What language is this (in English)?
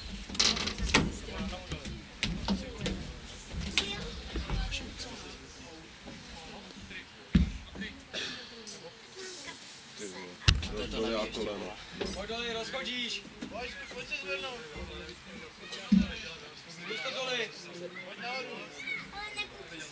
Czech